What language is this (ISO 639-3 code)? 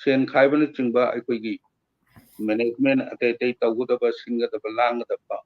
mni